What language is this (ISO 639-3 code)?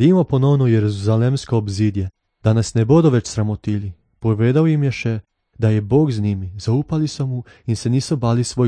slv